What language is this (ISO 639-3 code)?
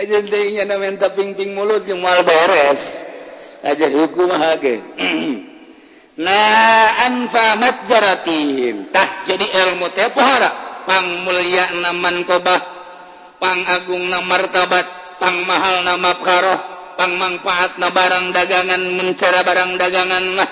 sun